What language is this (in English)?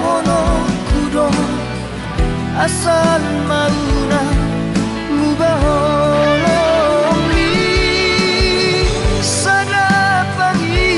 Indonesian